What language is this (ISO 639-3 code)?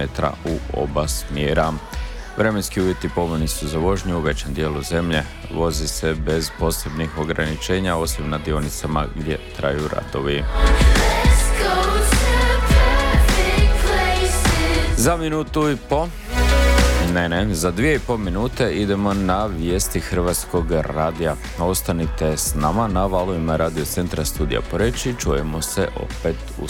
hrv